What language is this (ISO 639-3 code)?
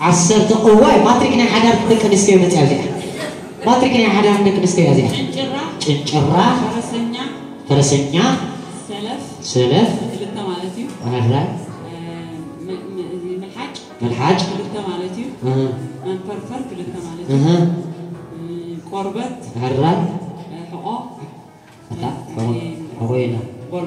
tir